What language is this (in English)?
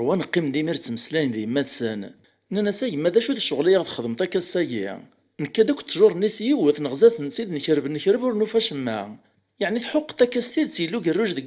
Kabyle